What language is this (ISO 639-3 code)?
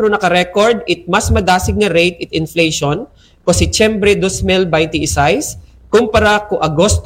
akl